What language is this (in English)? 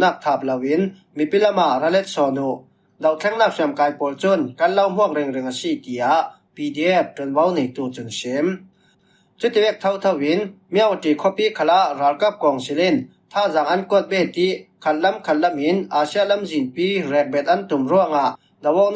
Falam Chin